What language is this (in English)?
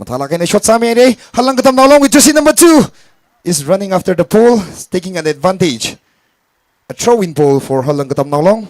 Tangkhul Naga (India)